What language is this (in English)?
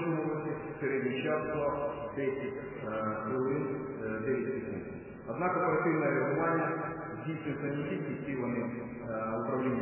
Ukrainian